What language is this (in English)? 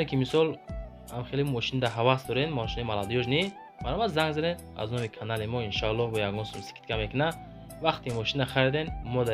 Tajik